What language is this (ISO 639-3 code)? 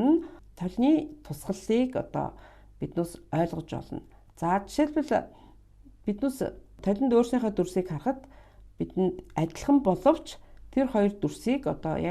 mon